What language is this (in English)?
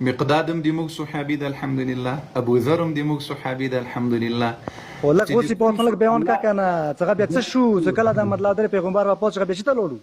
Pashto